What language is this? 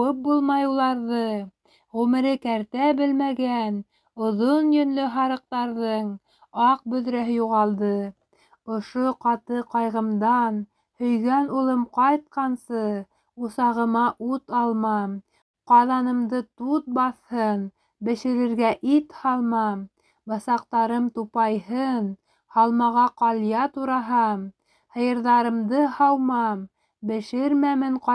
Bashkir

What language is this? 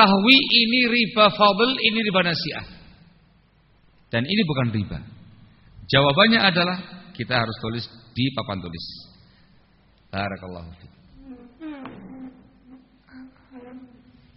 Indonesian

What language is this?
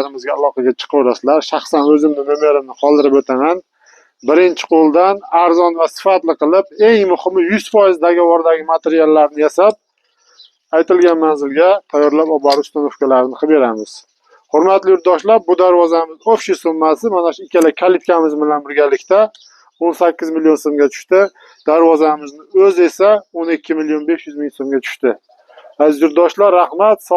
Uzbek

